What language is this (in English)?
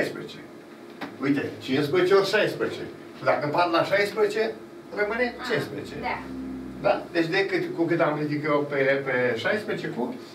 Romanian